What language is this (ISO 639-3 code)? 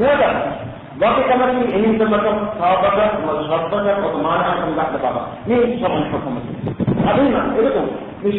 div